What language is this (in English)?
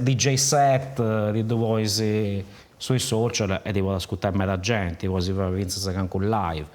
Sardinian